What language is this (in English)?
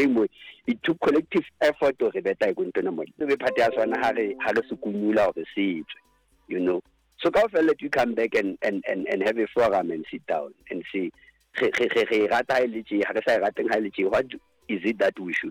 Southern Sotho